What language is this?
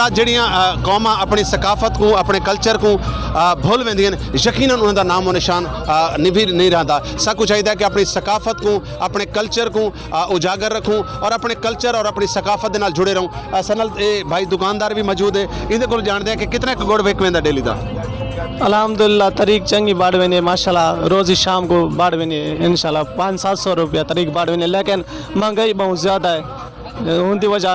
Saraiki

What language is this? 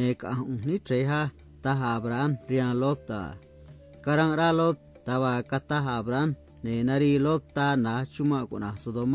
Copala Triqui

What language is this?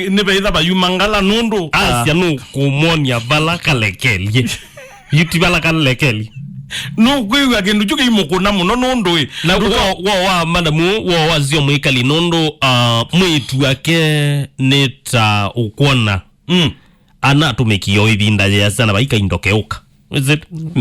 Kamba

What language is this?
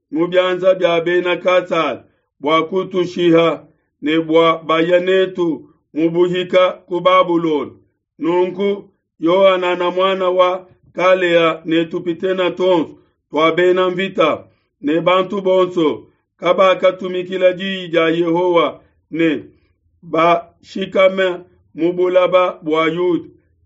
Luba-Lulua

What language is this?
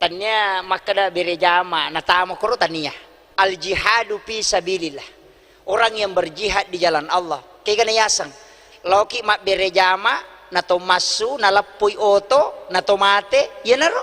Buginese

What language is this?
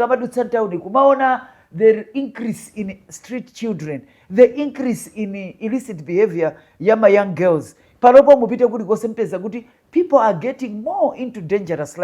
Nyanja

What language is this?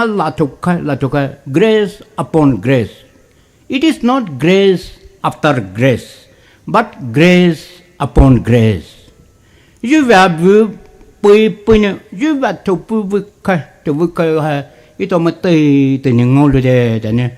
Poumei Naga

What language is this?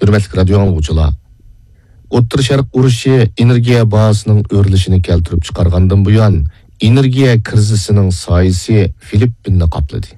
Uyghur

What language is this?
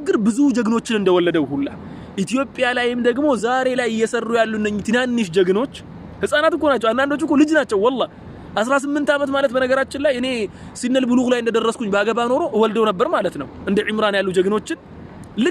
Amharic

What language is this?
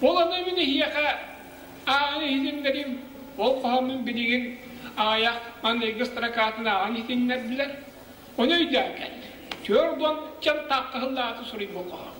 Yakut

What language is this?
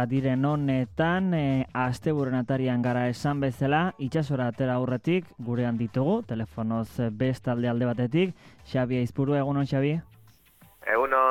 Basque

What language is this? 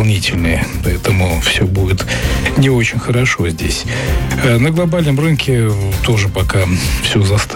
Russian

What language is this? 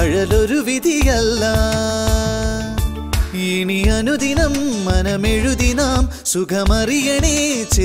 Malayalam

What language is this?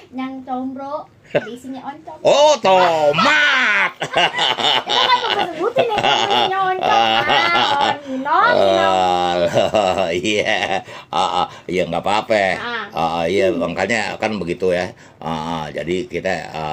Betawi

